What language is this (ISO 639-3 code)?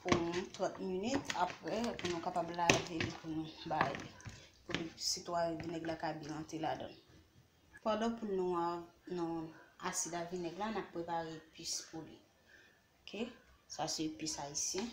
hat